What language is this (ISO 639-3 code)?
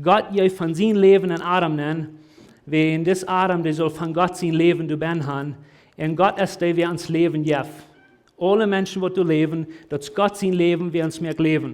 pdt